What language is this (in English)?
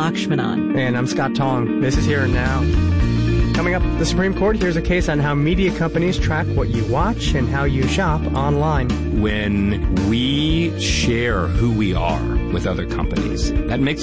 English